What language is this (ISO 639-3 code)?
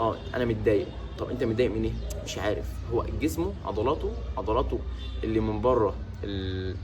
arz